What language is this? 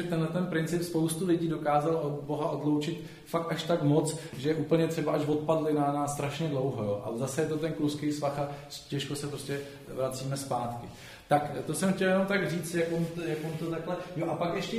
Czech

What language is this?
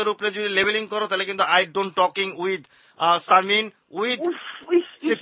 Bangla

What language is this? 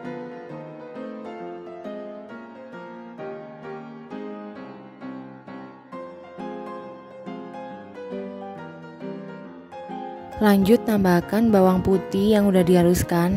Indonesian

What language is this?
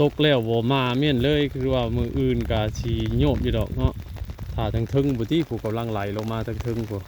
Northeastern Thai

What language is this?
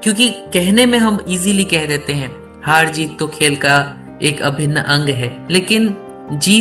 Hindi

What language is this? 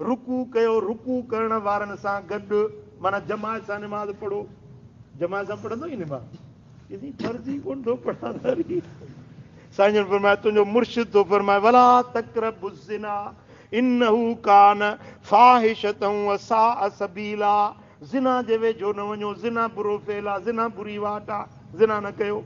Sindhi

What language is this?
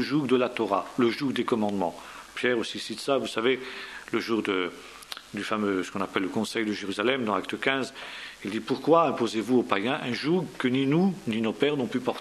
French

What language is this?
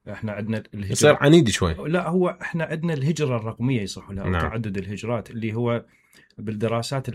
Mesopotamian Arabic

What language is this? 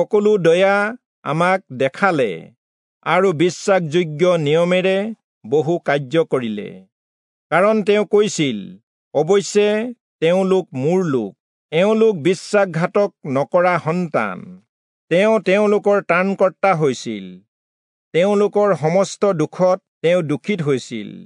Assamese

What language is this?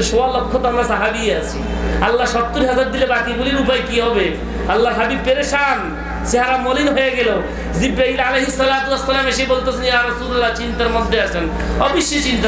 Bangla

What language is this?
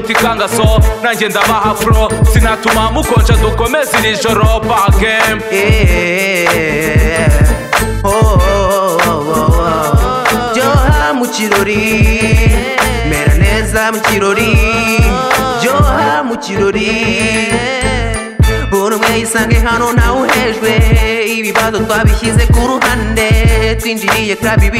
Kinyarwanda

